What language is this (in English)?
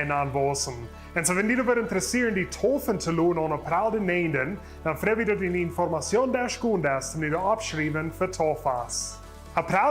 Plautdietsch